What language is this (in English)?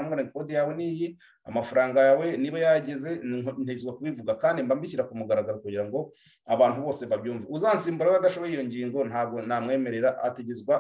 Kinyarwanda